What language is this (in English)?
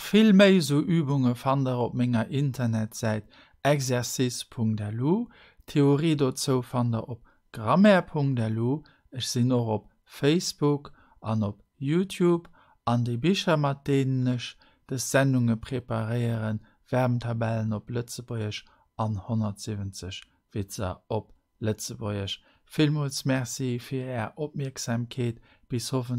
Luxembourgish